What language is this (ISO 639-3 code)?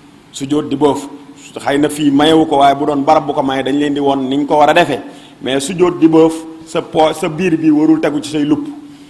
wol